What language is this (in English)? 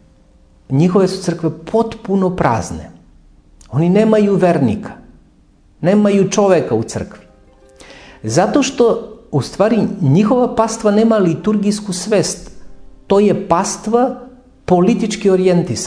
Serbian